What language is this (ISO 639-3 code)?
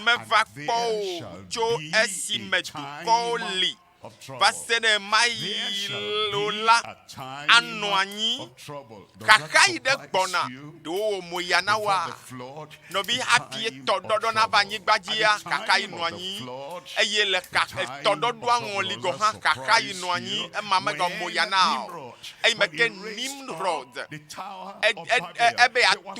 ewe